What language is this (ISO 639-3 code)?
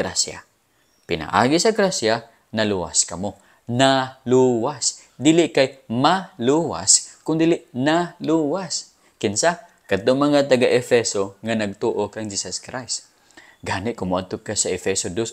ceb